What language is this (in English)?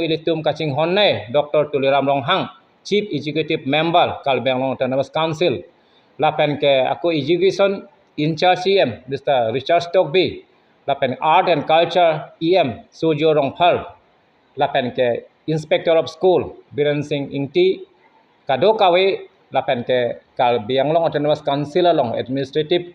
Karbi